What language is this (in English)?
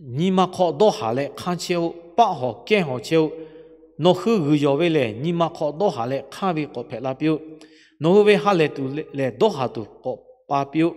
Lahu